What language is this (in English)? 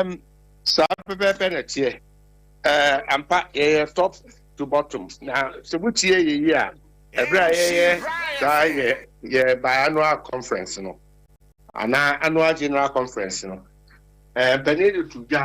Akan